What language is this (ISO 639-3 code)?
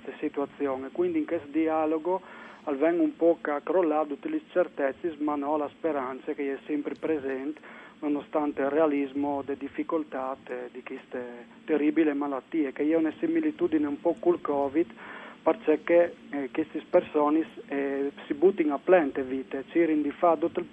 fur